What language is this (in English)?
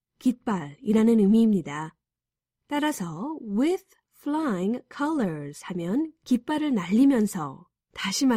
Korean